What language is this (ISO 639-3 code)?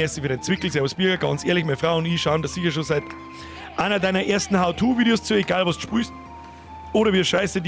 bar